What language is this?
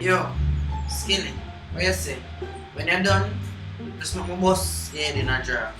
Jamaican Creole English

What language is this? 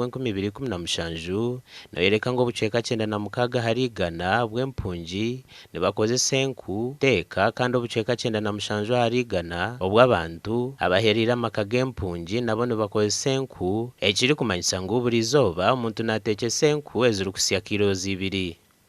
Nyankole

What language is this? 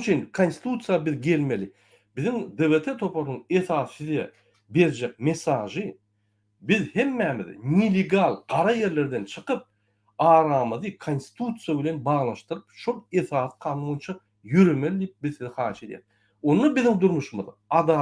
Turkmen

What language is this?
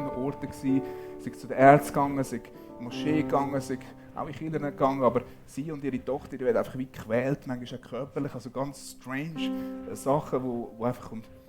Swiss German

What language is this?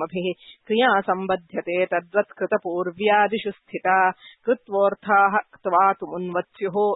Sanskrit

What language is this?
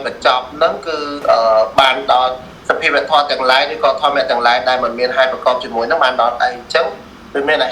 Khmer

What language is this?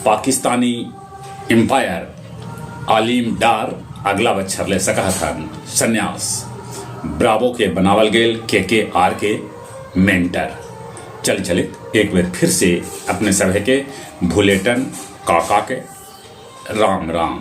Magahi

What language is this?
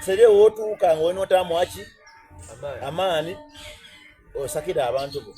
Soga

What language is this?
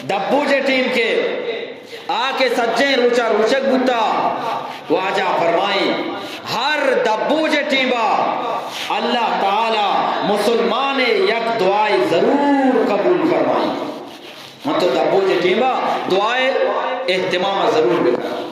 Eastern Balochi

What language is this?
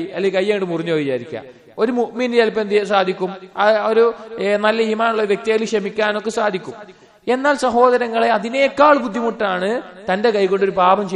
Malayalam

